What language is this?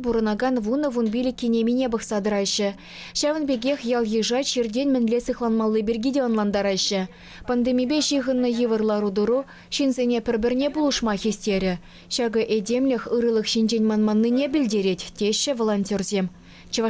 Chuvash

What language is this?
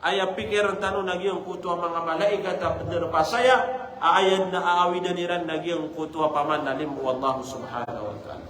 Maranao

